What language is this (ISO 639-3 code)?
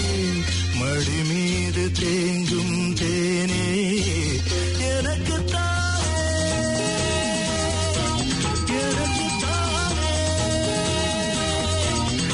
tam